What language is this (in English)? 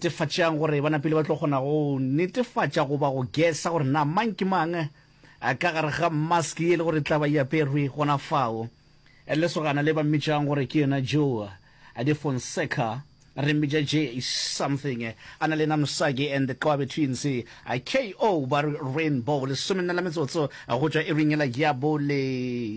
Northern Sotho